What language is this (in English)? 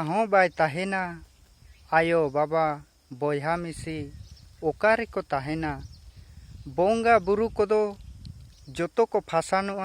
Santali